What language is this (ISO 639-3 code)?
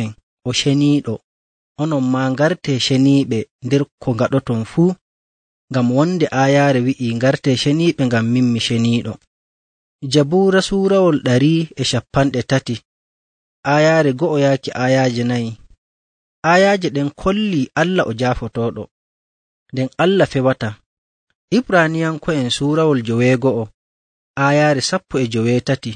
fuv